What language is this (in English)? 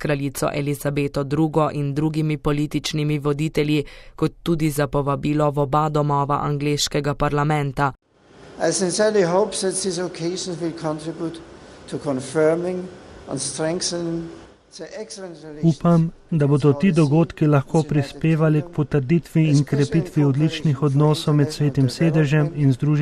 Slovenian